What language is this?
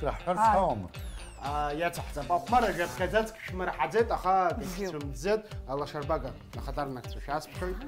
Abkhazian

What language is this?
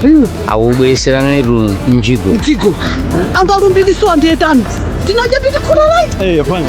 Nyanja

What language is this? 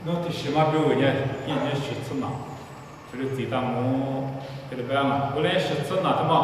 Lisu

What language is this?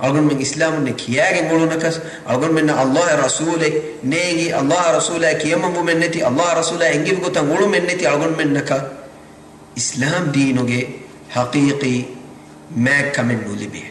Divehi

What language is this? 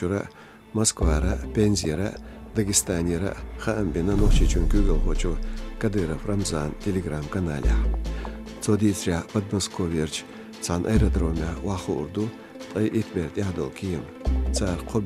Chechen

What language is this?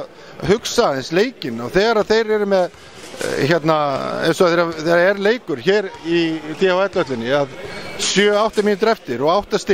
Icelandic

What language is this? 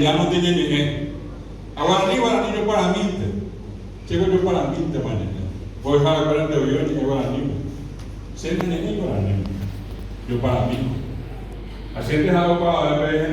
Guarani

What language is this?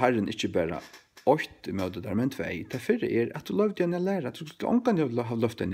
Faroese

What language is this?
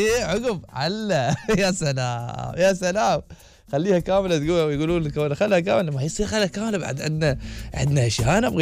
Gulf Arabic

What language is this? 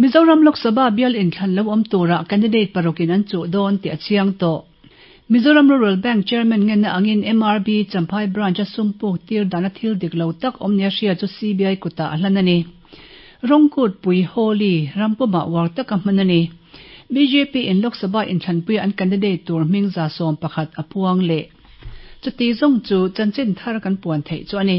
Mizo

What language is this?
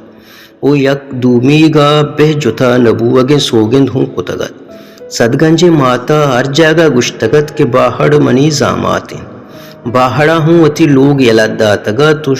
Baluchi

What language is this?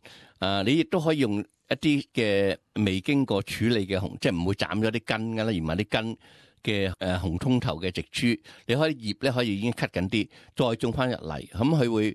Cantonese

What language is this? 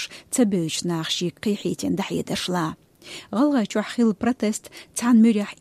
Chechen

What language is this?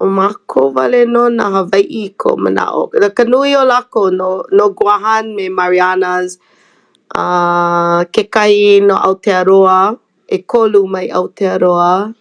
Hawaiian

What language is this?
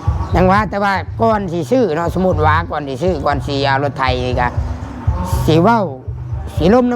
Northeastern Thai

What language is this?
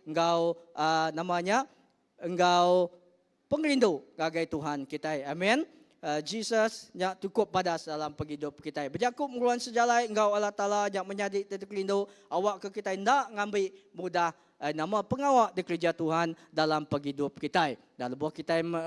Iban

